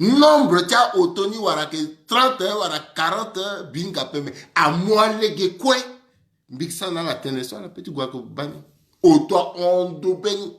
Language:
Sango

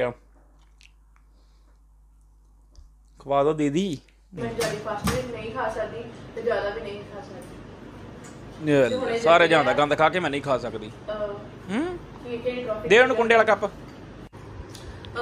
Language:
Punjabi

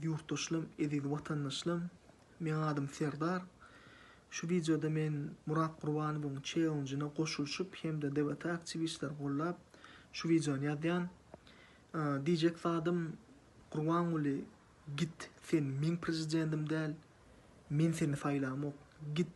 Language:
Turkmen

